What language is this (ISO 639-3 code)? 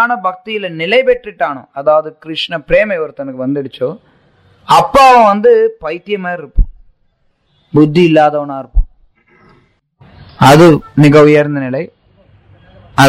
tam